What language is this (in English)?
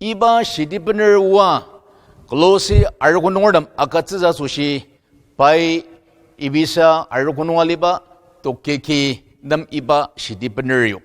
Ao Naga